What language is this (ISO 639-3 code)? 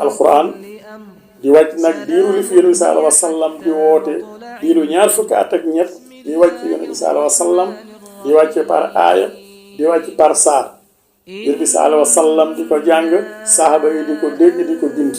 wol